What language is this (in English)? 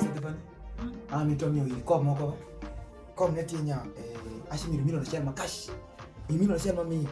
Alur